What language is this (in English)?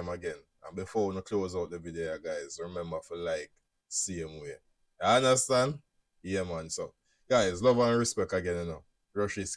Jamaican Creole English